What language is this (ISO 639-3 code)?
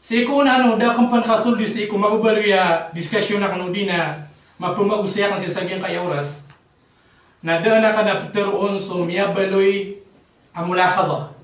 mrw